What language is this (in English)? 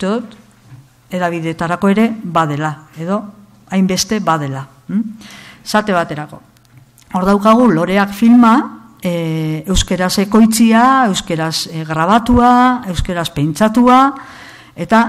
Basque